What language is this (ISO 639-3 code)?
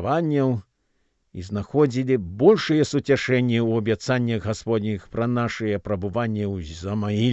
bel